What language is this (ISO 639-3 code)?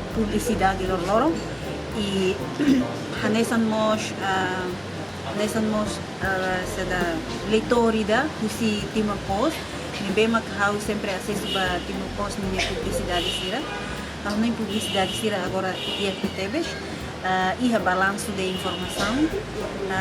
tet